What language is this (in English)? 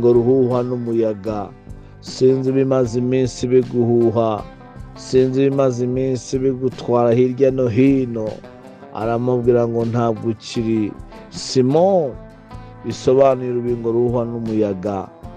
Kinyarwanda